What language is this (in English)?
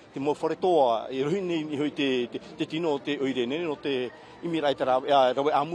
Tahitian